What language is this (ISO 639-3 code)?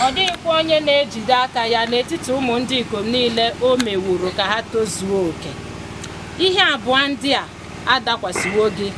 ibo